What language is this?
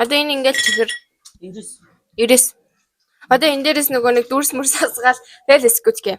Mongolian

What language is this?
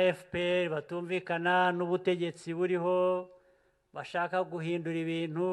Kinyarwanda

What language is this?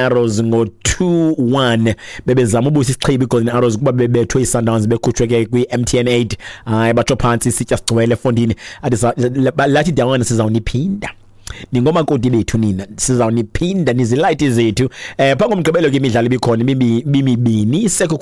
Xhosa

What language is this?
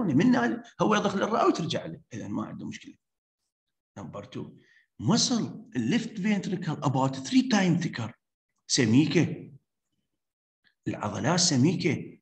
Mesopotamian Arabic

